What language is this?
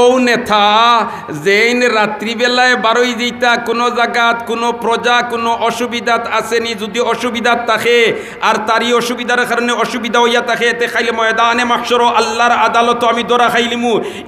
Sylheti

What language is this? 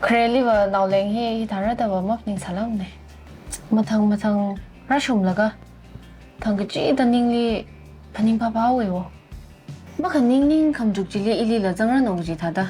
Tangkhul Naga (India)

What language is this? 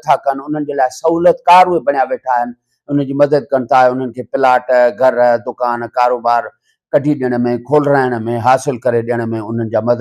Sindhi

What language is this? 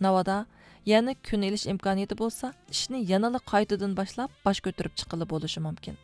Uyghur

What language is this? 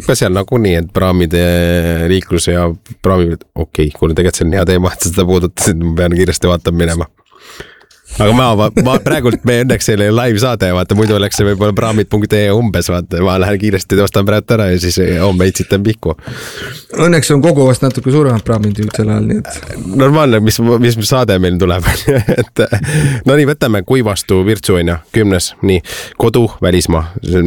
Estonian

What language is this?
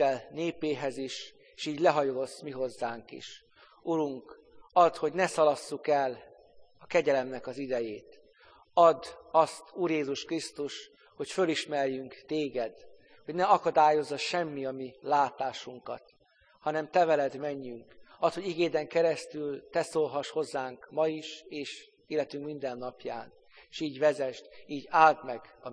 Hungarian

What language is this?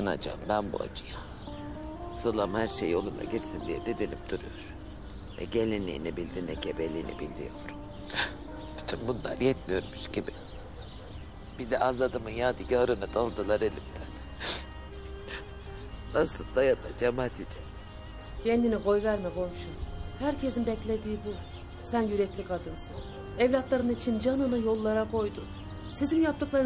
Turkish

